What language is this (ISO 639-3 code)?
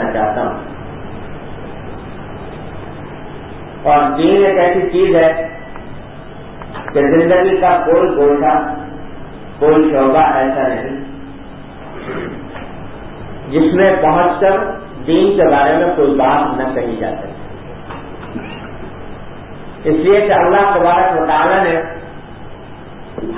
urd